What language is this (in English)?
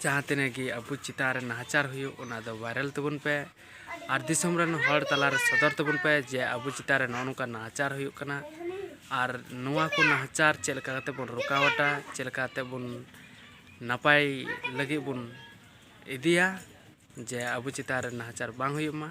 Santali